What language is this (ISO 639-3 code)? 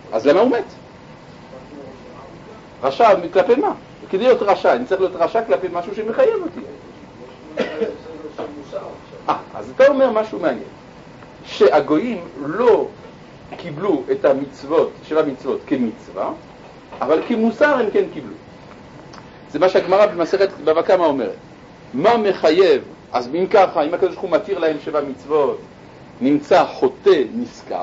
heb